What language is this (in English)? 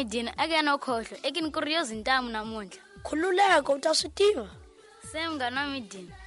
Tsonga